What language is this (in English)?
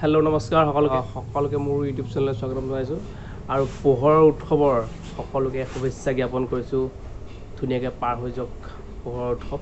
Assamese